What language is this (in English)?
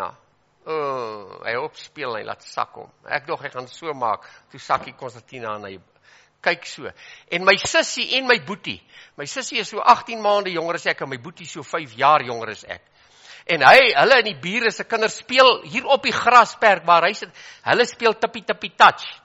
Afrikaans